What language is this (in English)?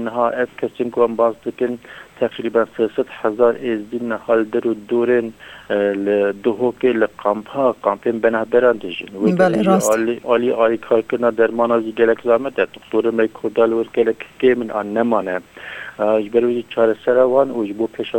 Kurdish